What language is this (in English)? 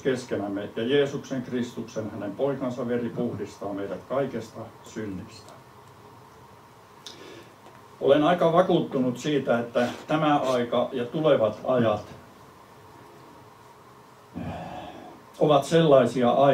Finnish